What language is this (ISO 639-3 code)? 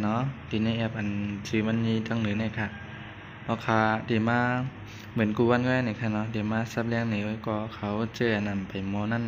shn